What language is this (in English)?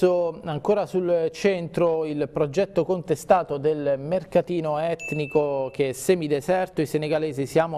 Italian